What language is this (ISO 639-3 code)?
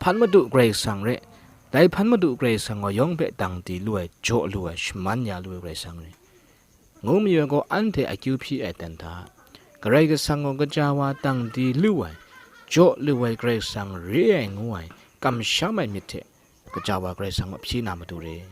kac